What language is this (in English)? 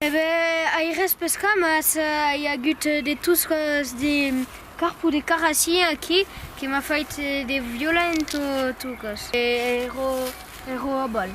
Occitan